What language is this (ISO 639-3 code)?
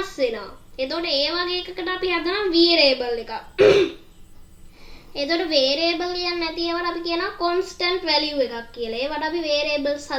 sin